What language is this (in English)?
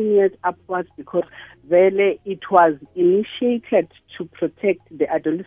South Ndebele